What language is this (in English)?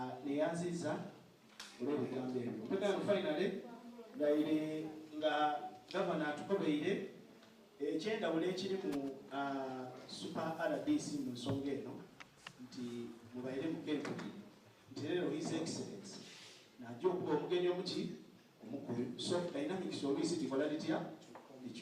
Soga